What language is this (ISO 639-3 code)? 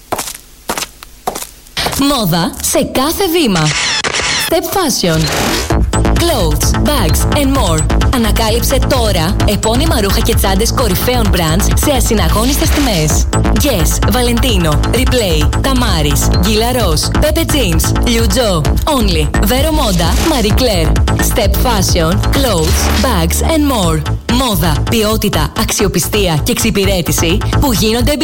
ell